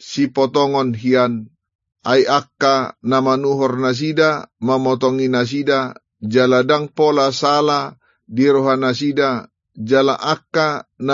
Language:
Batak Toba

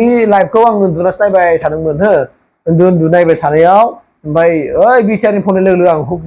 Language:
Bodo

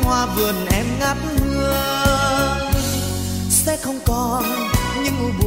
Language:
Vietnamese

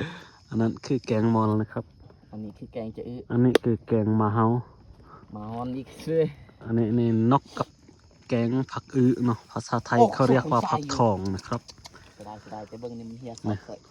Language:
Lao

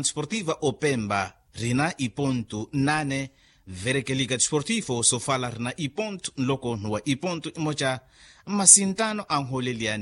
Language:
Makhuwa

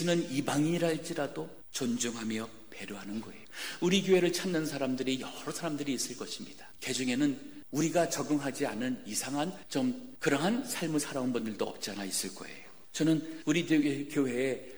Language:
Korean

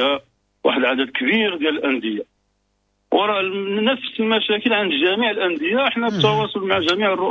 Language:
Moroccan Arabic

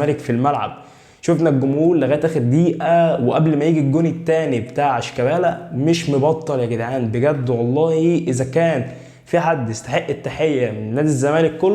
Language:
Egyptian Arabic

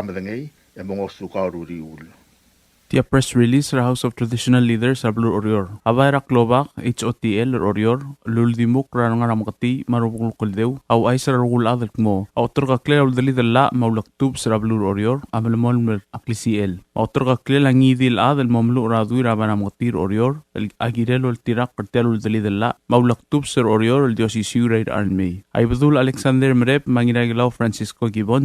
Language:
Palauan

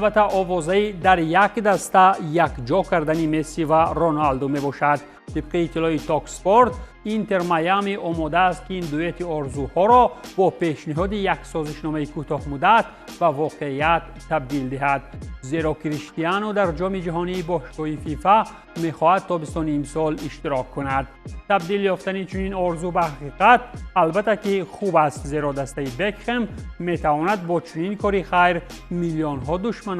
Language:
Tajik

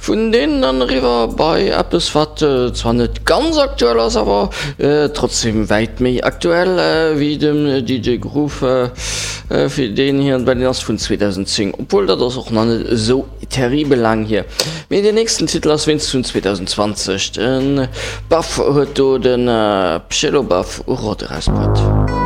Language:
Luxembourgish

